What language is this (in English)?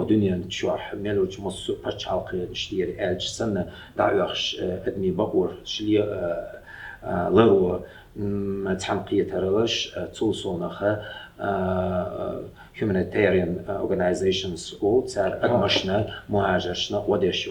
Chechen